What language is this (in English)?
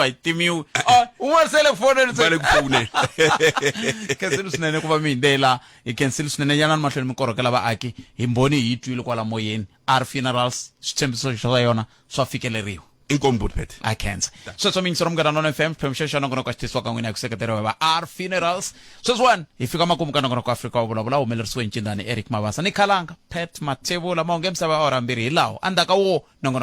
Tsonga